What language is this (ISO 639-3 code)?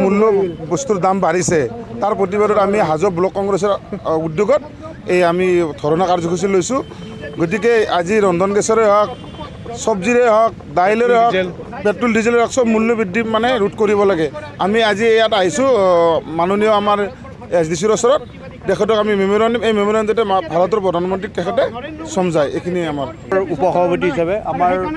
asm